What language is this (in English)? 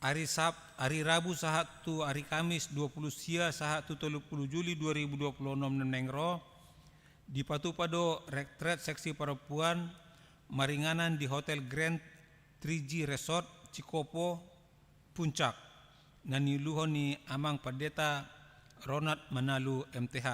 Batak Toba